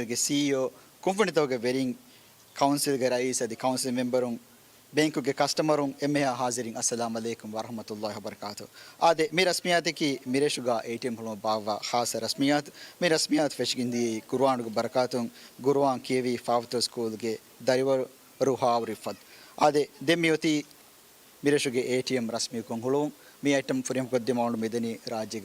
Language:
Divehi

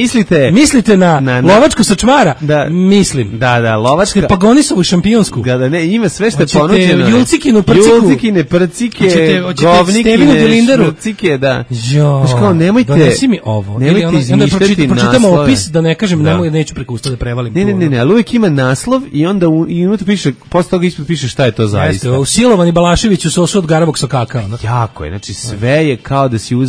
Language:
Serbian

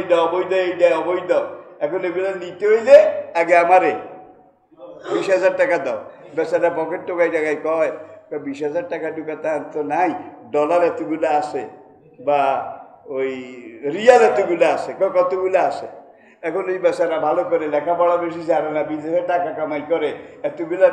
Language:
Bangla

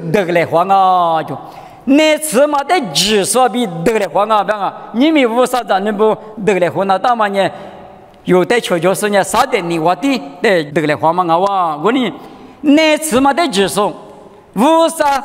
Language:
Lisu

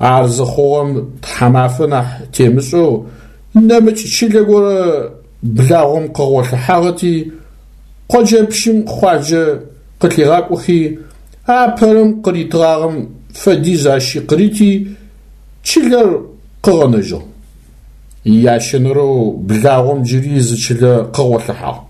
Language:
Adyghe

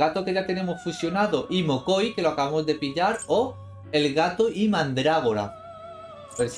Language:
Spanish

